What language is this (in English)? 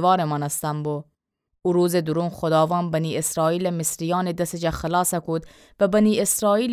Gilaki